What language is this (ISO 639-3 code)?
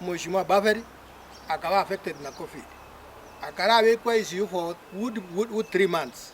guz